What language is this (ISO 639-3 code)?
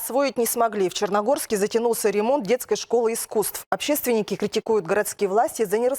kjh